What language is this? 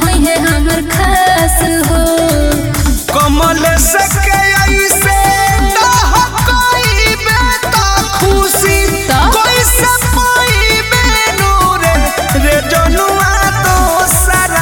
Bhojpuri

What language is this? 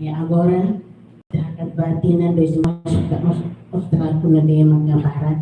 Tetum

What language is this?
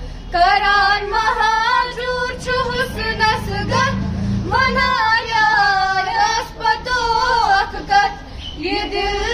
Kashmiri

